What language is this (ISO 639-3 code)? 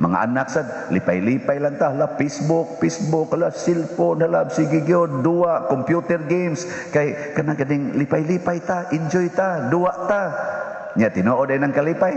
ceb